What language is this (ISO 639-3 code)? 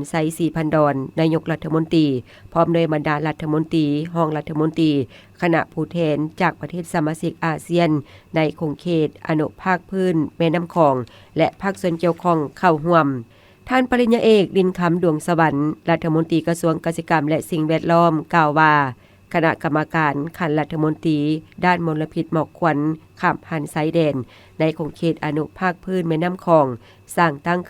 lao